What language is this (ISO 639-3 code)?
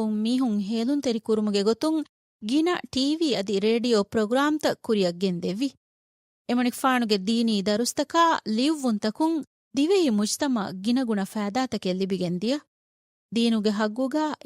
div